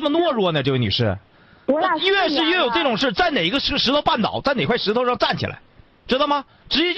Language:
Chinese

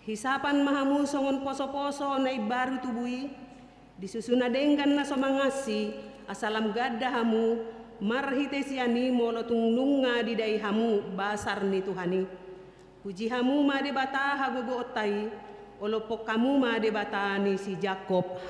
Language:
Batak Toba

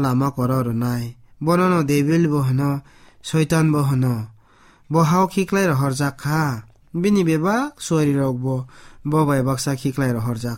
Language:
Kok Borok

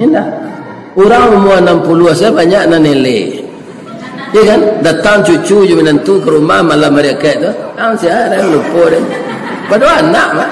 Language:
Minangkabau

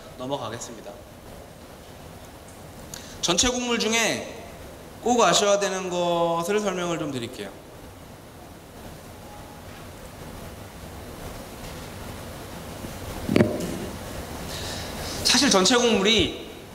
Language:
Korean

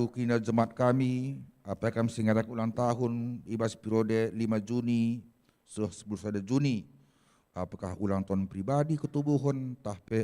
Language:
Batak Karo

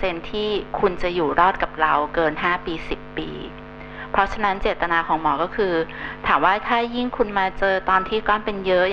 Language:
Thai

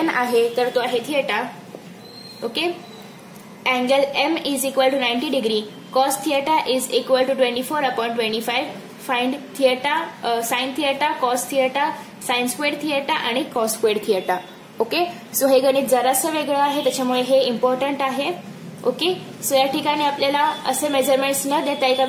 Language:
Marathi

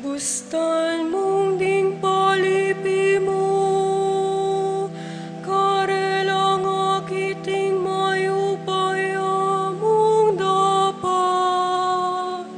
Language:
Pampanga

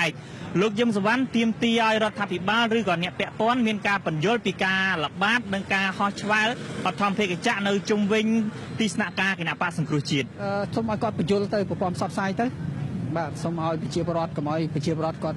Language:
Khmer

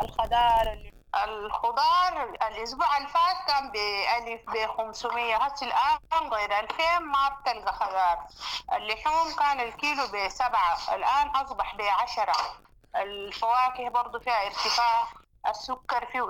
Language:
Sudanese Arabic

